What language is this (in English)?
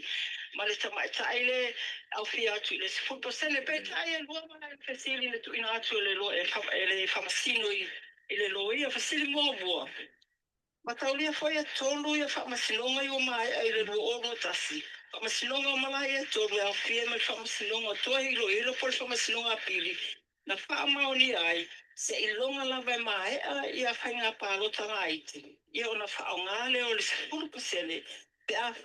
Samoan